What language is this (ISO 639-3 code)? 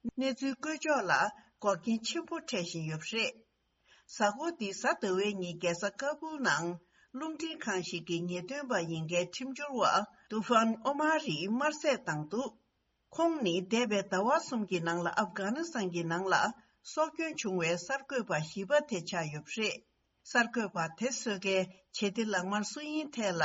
bod